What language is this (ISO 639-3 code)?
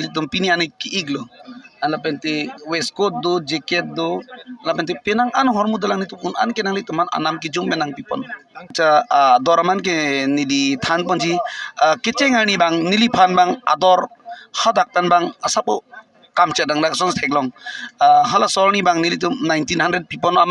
mjw